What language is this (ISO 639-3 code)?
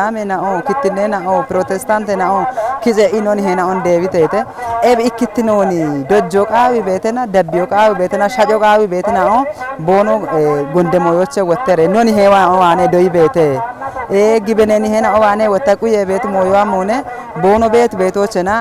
kbr